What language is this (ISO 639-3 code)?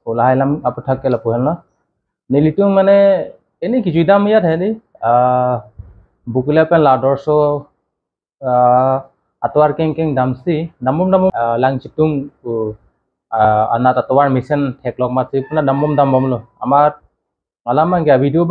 mjw